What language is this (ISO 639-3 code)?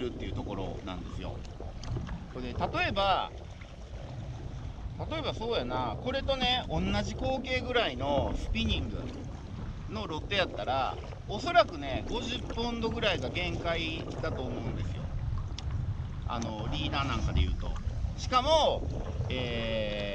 jpn